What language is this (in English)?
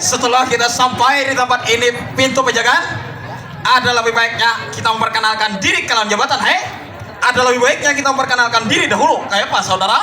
Banjar